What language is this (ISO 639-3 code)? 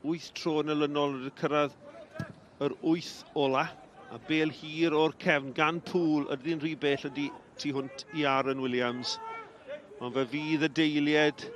cym